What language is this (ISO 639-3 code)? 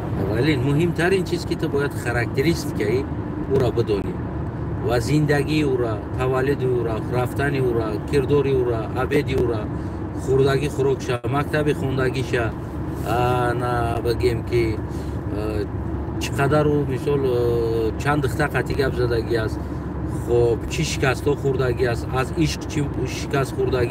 tgk